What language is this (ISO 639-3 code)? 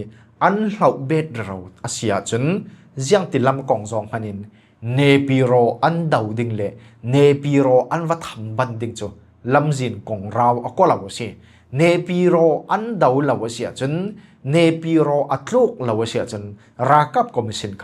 cfm